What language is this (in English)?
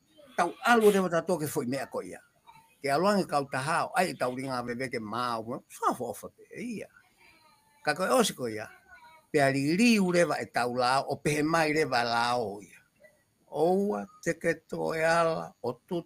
Tongan